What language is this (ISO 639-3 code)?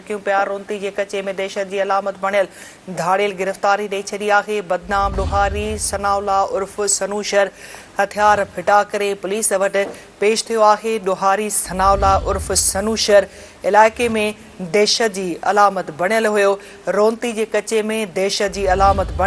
snd